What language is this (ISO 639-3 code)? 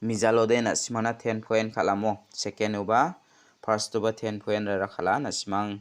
grt